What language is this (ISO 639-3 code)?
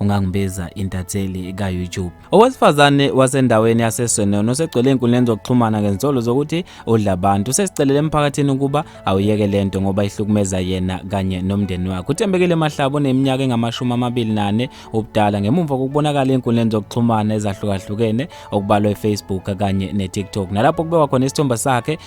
zul